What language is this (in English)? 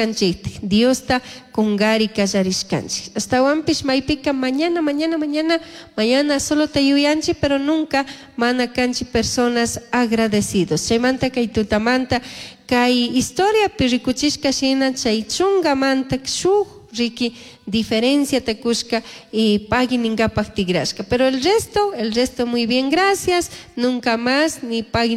Chimborazo Highland Quichua